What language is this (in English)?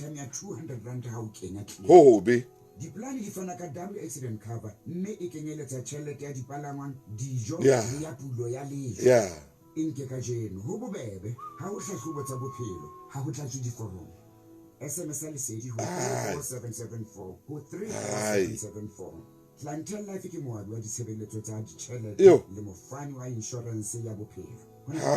Southern Sotho